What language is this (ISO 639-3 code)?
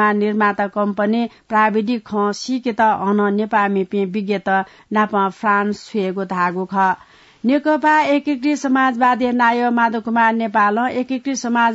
new